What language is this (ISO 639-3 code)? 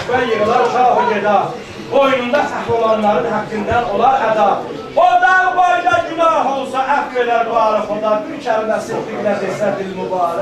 azb